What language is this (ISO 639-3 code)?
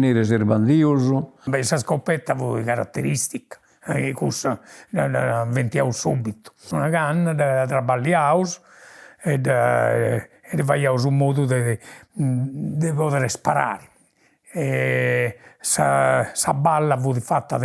srd